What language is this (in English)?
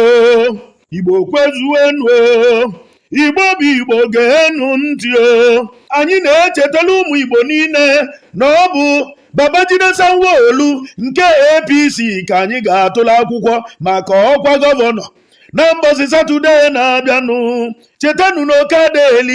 Igbo